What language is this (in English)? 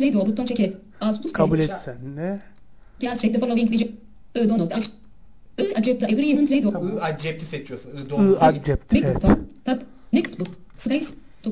Turkish